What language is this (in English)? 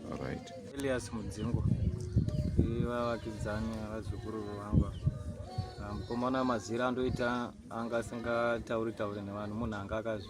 Shona